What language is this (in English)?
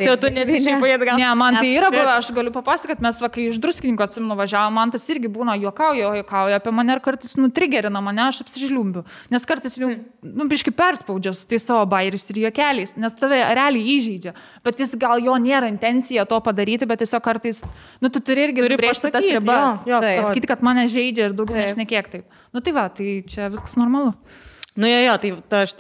Lithuanian